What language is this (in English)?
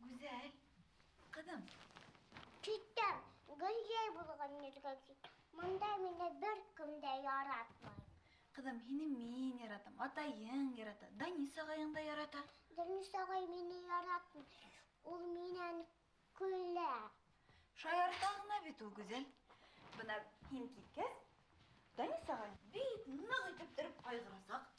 Bashkir